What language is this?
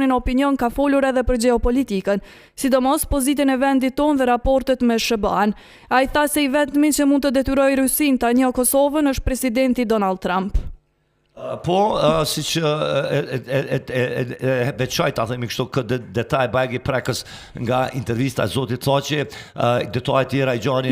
Albanian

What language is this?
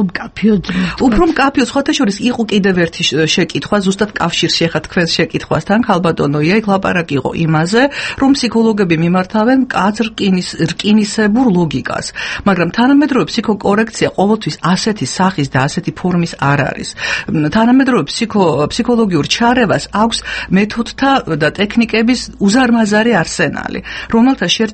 Georgian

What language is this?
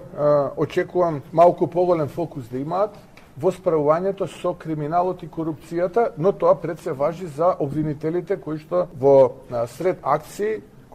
Macedonian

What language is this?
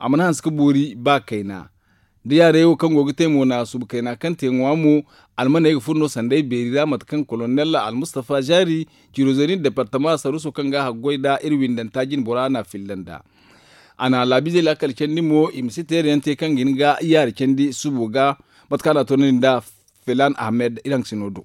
Zarma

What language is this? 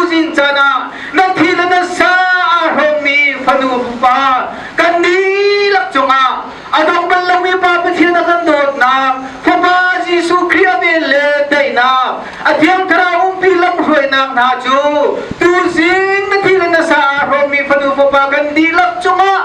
Hakha Chin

